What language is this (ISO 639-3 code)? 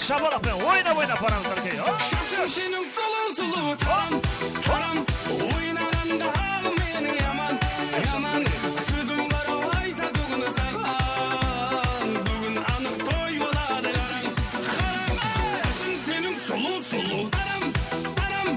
kaa